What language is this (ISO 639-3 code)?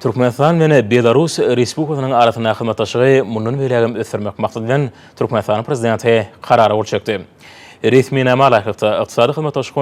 tuk